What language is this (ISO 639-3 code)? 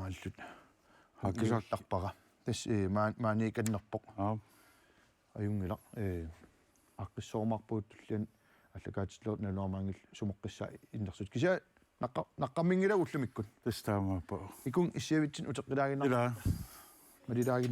kal